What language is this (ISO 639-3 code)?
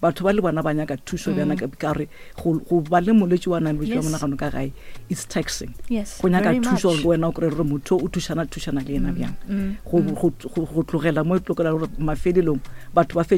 nso